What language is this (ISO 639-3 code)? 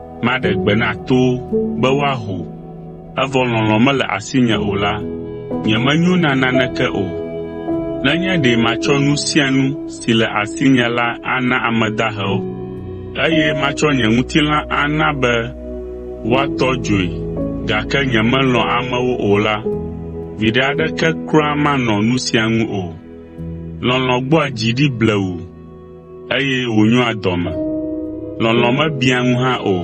ewe